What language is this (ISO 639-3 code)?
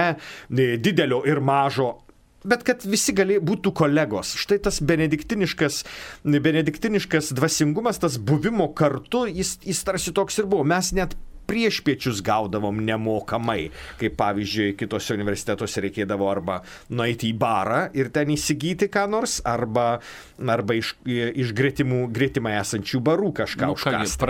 lit